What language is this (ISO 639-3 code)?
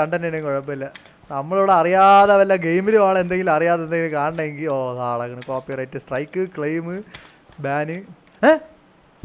mal